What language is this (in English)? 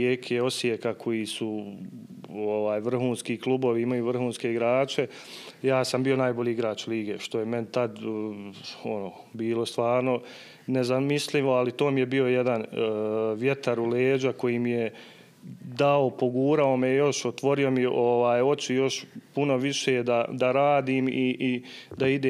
Bosnian